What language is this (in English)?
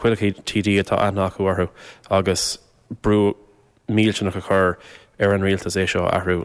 Irish